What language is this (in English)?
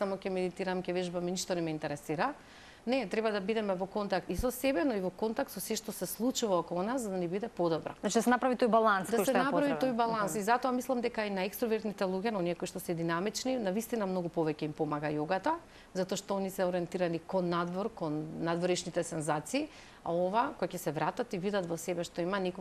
Macedonian